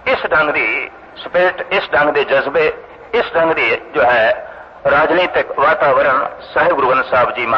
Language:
Punjabi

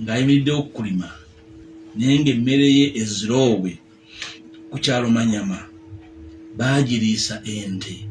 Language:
Ganda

